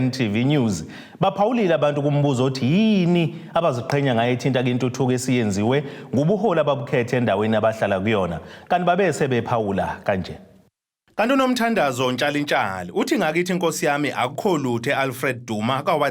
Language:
Zulu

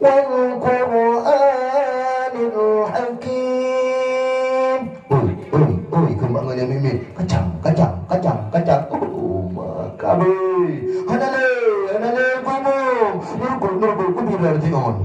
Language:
Achinese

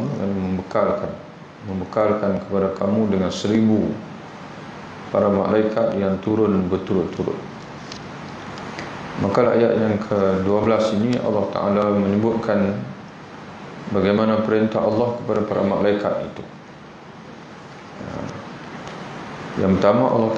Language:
Malay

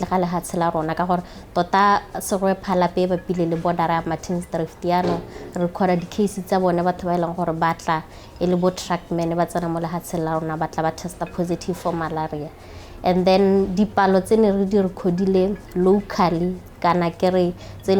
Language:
Tswana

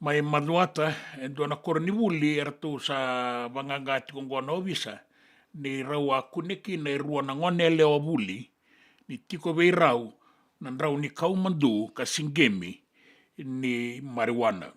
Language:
Fijian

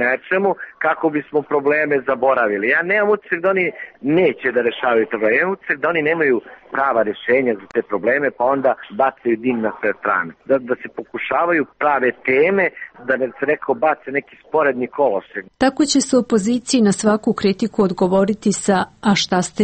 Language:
Serbian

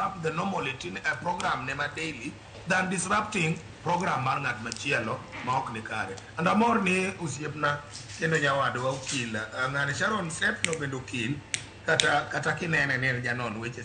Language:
Luo (Kenya and Tanzania)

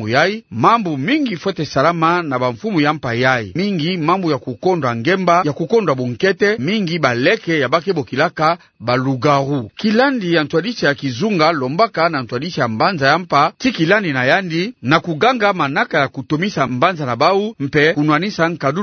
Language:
Kituba (Democratic Republic of Congo)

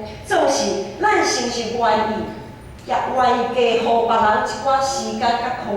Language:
Min Nan Chinese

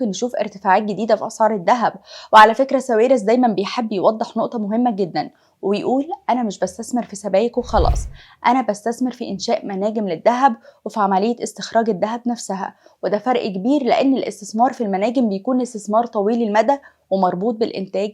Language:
Egyptian Arabic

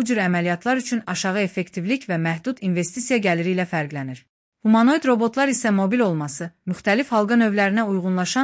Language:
Azerbaijani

